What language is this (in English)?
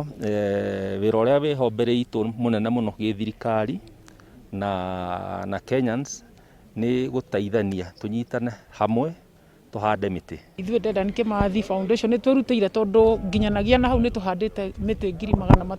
Kikuyu